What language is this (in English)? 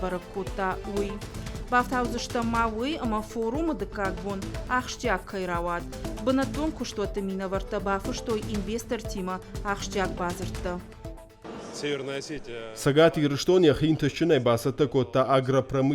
Ossetic